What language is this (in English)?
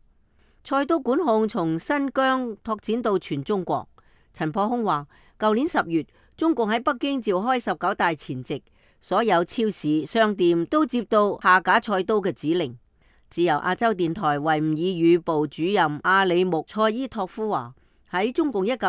Cantonese